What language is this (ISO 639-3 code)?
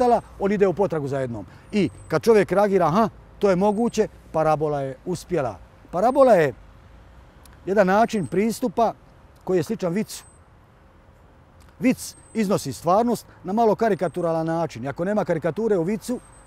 hrv